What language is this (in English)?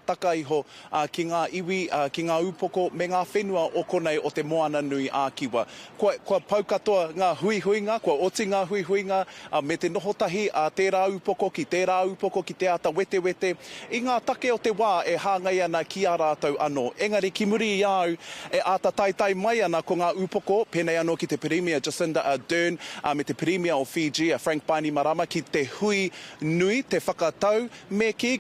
Māori